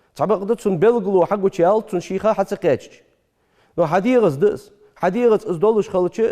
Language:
Ingush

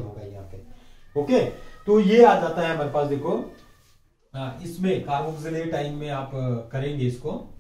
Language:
Hindi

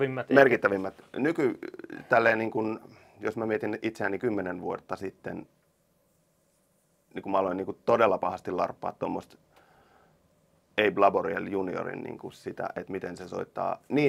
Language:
Finnish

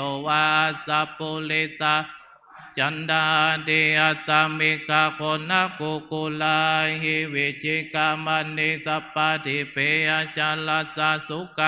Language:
Pali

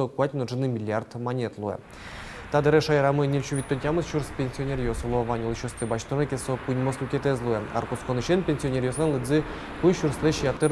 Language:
Udmurt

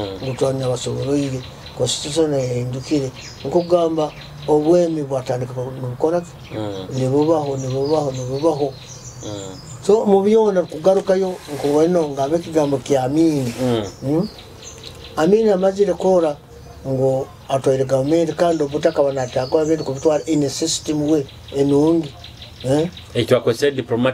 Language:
Nyoro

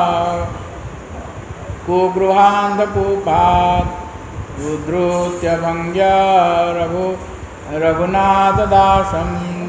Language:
Odia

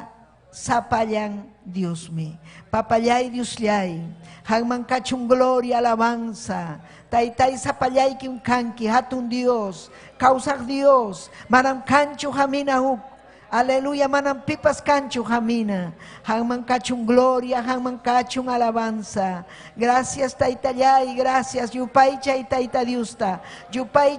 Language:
Ayacucho Quechua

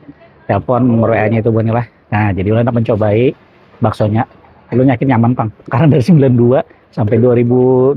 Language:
Banjar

